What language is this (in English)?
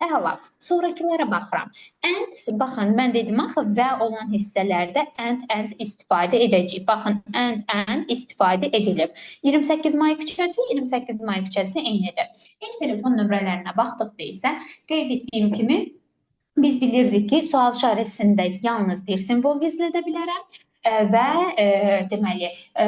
Azerbaijani